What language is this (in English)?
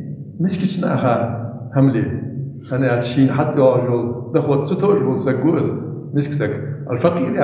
Ingush